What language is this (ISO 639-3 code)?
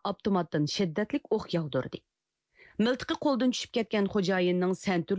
uig